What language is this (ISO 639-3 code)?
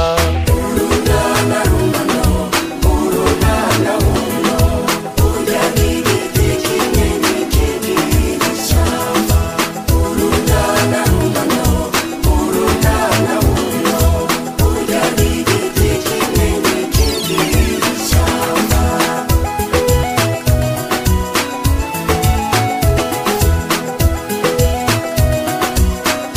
kin